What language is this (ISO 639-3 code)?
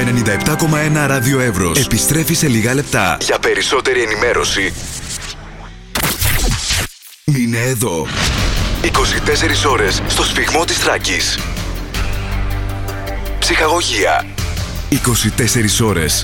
ell